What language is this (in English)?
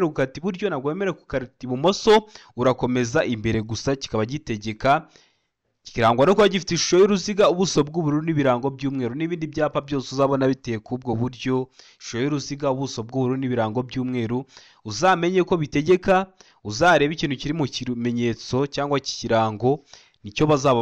Kinyarwanda